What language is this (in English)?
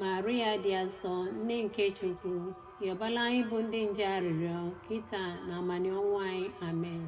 Igbo